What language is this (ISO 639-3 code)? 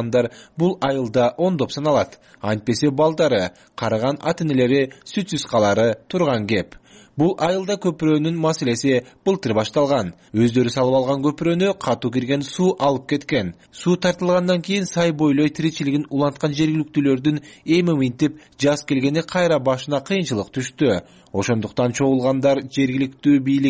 kir